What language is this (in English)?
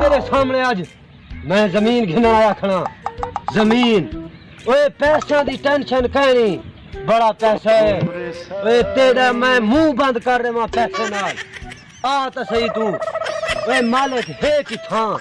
Saraiki